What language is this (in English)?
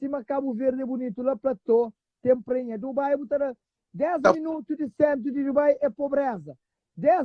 Kabuverdianu